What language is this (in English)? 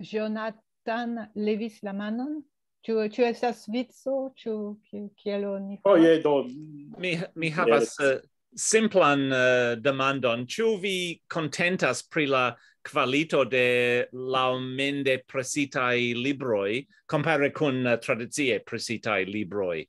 Esperanto